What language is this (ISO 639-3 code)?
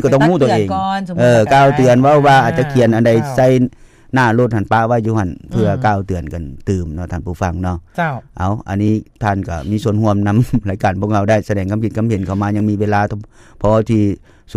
lao